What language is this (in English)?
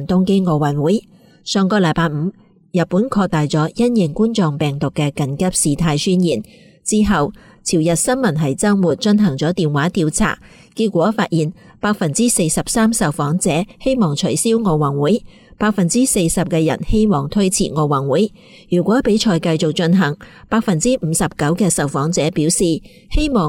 Cantonese